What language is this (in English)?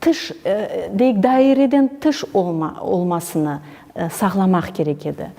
Crimean Tatar